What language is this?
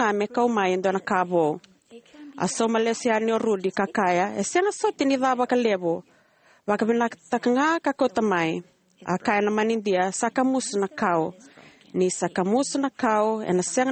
Fijian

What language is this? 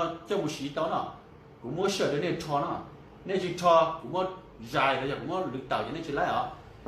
Hmong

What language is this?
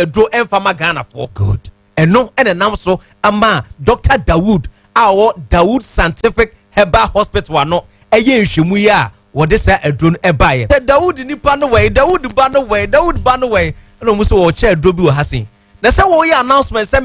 Akan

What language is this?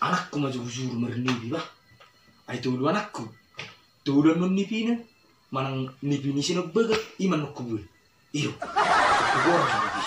Batak Toba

